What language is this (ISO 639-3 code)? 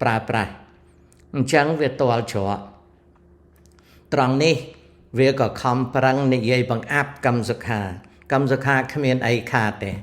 khm